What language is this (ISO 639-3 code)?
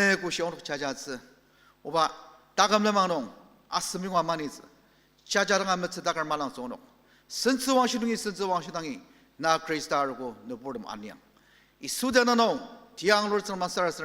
njo